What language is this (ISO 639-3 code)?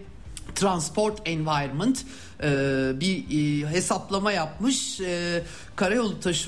tur